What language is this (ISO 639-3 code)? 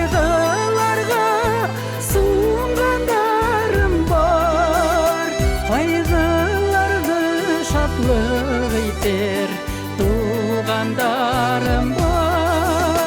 bak